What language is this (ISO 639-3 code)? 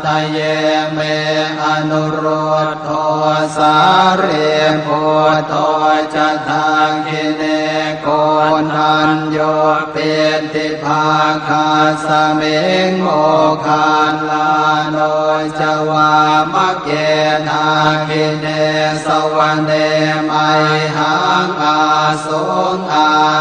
pli